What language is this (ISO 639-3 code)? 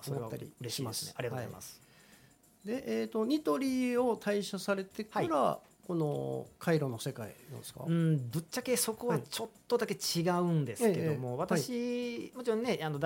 jpn